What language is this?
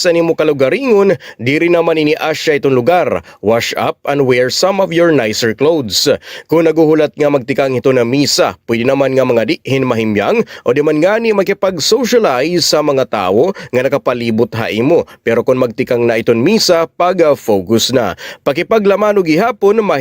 Waray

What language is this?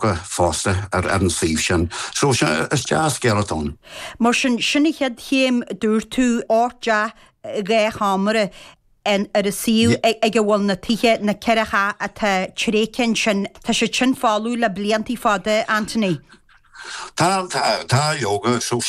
Irish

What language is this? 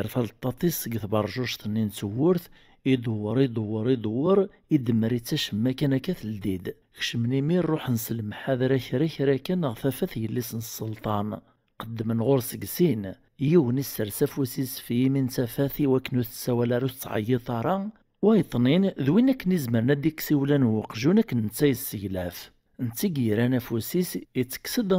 Kabyle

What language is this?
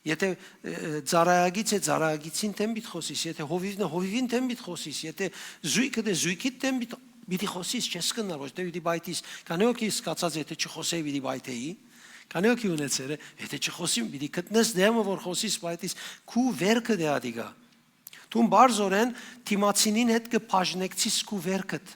Western Armenian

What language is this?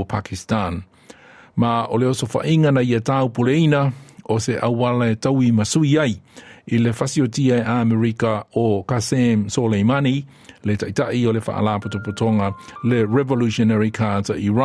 Samoan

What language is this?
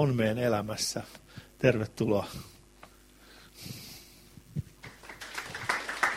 Finnish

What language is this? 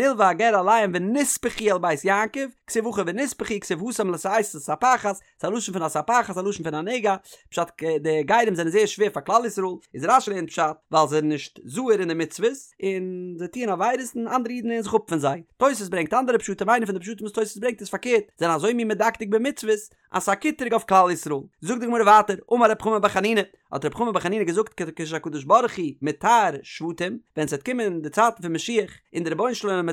Yiddish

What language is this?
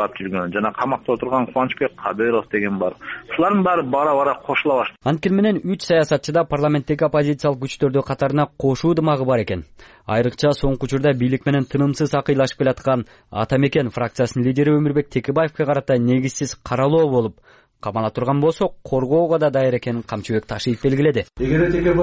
Kyrgyz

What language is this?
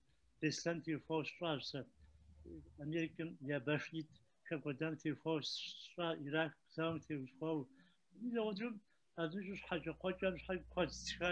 Kabardian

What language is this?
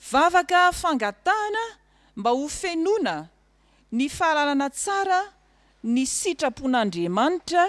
Malagasy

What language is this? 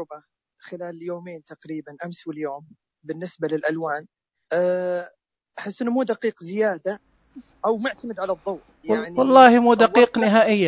Najdi Arabic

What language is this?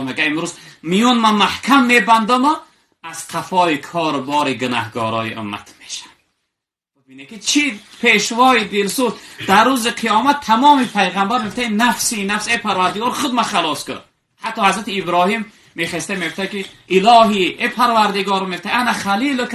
Tajik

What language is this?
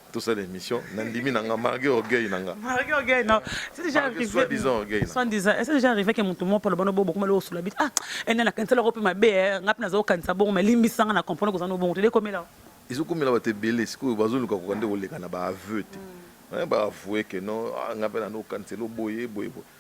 Lingala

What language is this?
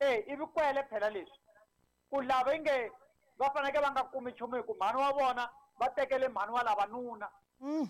Tsonga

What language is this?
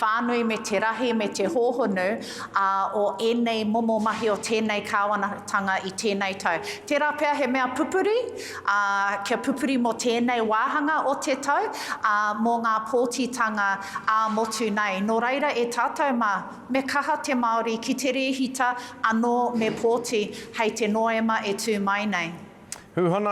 Māori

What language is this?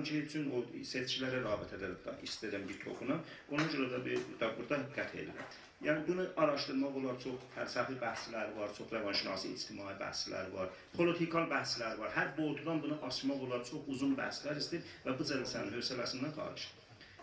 South Azerbaijani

